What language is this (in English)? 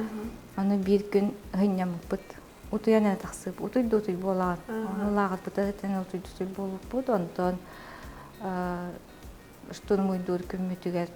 Yakut